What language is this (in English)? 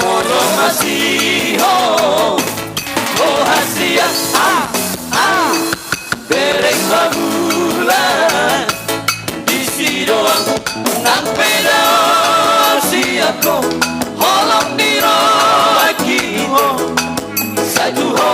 Batak Toba